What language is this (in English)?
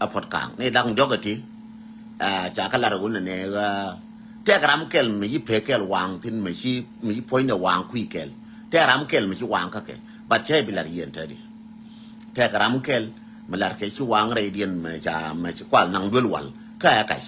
Nuer